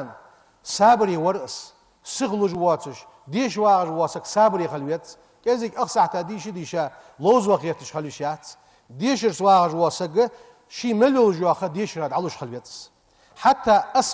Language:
Ingush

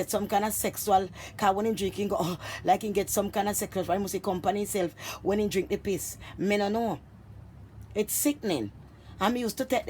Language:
Jamaican Creole English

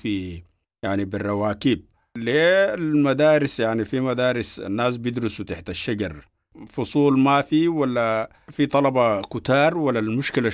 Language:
Sudanese Arabic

